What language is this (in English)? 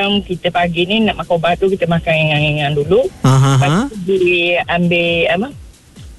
Malay